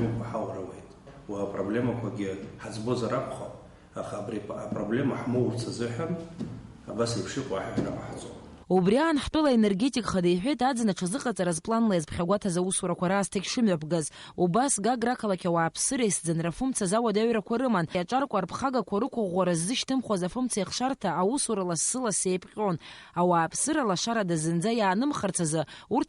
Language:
Abkhazian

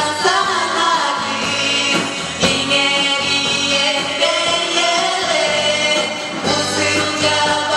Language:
Yakut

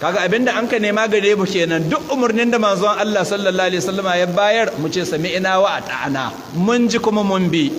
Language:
Hausa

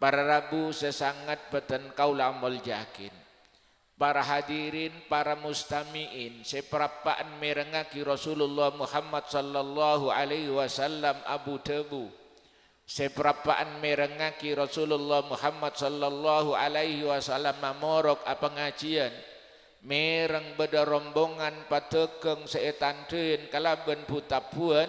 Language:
Madurese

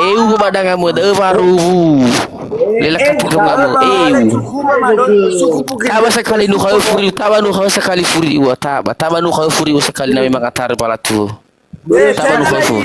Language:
Nias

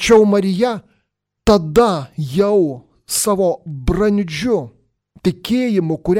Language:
Lithuanian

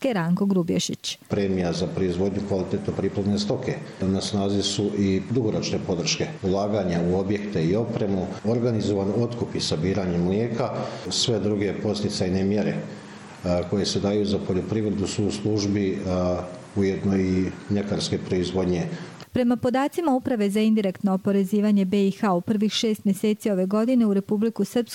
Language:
Croatian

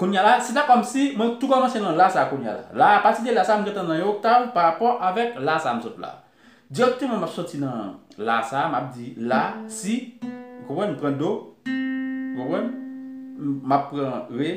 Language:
Haitian Creole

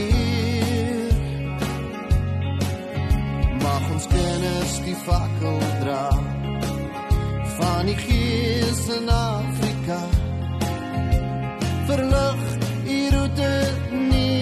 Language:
Afrikaans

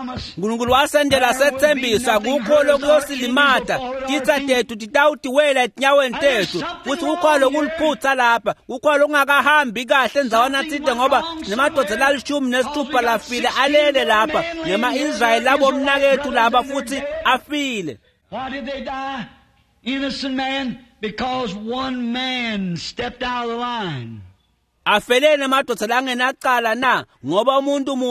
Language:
Swati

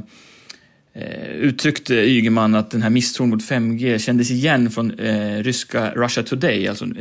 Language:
Swedish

